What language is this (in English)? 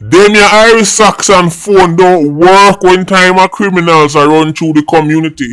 Jamaican Creole English